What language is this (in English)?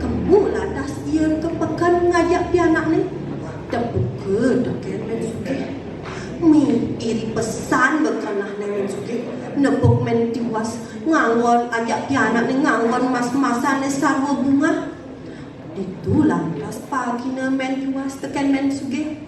Balinese